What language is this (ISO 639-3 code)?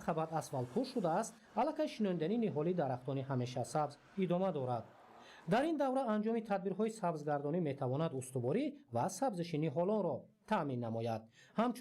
tgk